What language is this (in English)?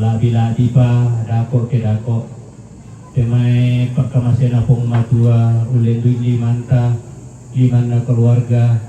Toraja-Sa'dan